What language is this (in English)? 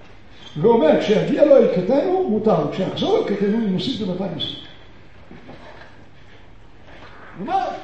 Hebrew